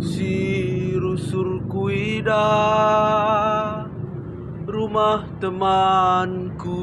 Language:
Batak Karo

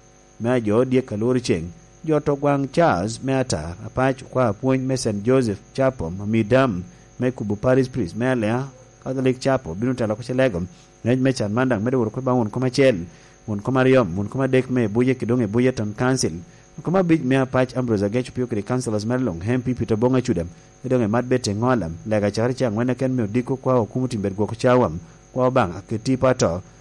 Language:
Lango (Uganda)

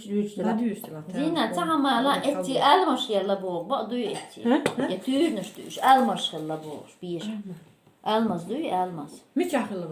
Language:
Chechen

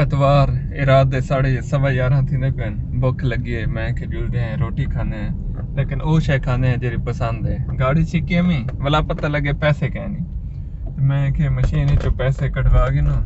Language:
Saraiki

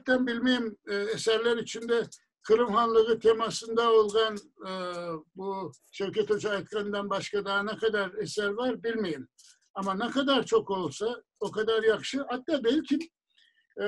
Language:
Crimean Tatar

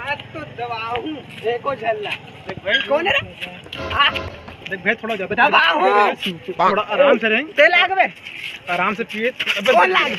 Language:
Chhattisgarhi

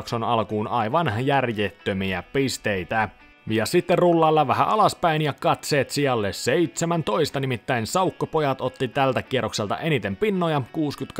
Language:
Finnish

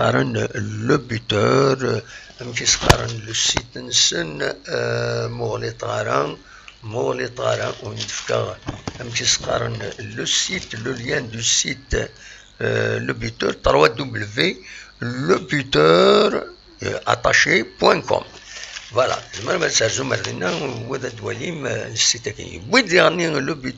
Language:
Kabyle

